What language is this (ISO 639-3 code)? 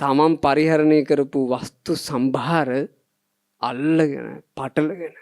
sin